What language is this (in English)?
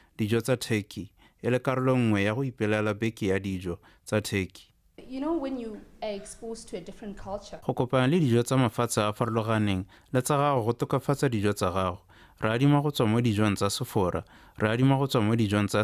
Tswana